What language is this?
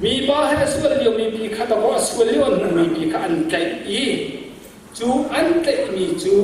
Hakha Chin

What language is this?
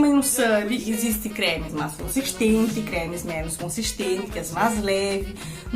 Kabuverdianu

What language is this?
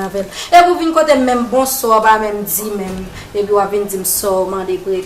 Haitian Creole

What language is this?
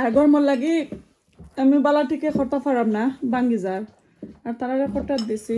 Sylheti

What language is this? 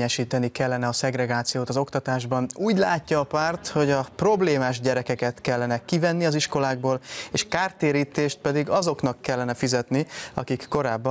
Hungarian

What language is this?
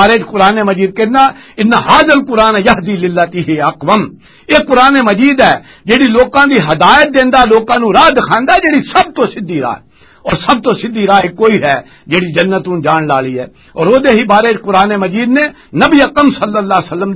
Western Panjabi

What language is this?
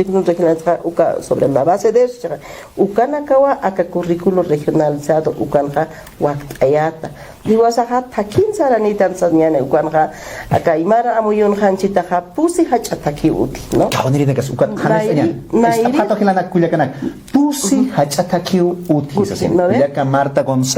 Aymara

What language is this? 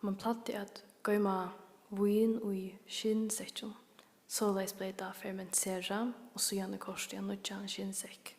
Faroese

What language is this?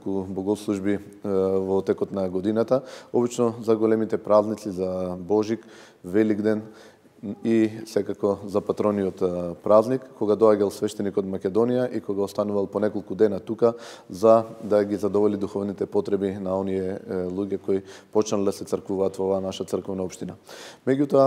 Macedonian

